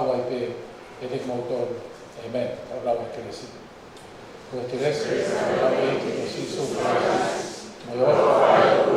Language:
Tongan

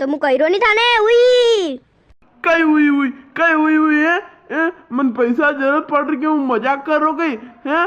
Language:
Rajasthani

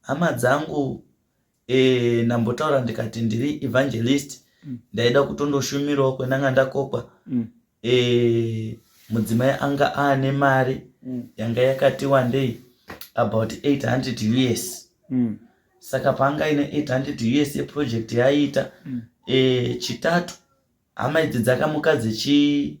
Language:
Shona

